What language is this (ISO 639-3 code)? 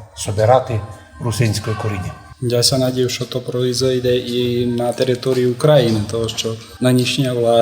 rue